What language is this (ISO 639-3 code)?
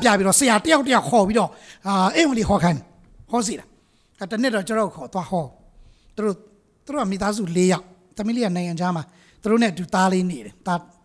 mya